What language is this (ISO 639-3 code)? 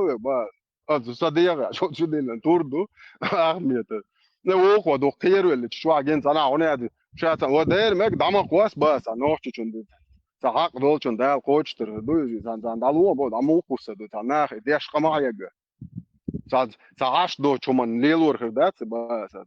che